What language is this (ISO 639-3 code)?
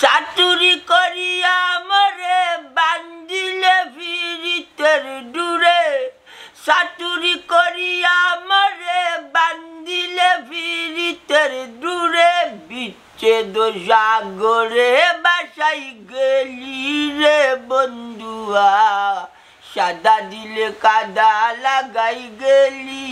syl